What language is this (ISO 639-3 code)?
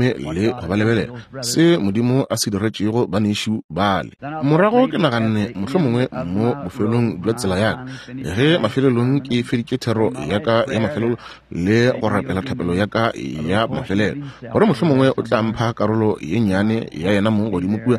nso